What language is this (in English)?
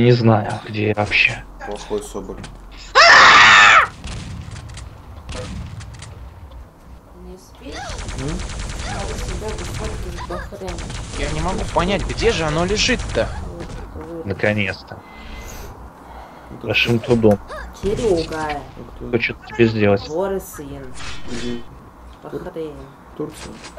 Russian